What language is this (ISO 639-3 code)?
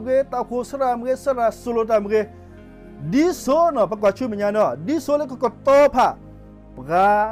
ksw